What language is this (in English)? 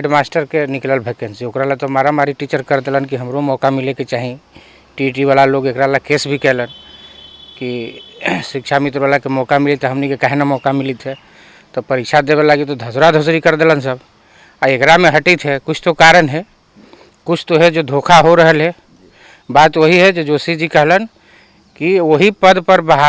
Magahi